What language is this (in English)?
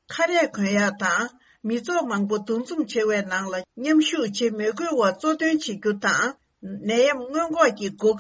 Tibetan